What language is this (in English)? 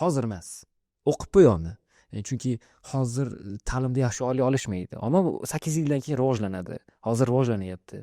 Uzbek